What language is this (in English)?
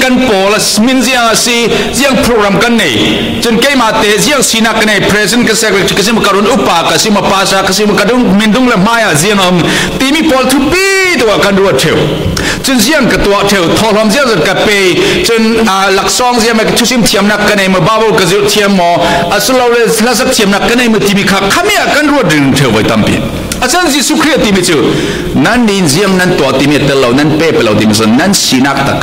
Falam Chin